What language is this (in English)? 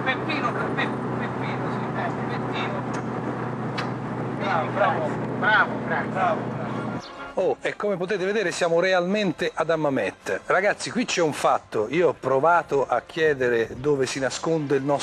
Italian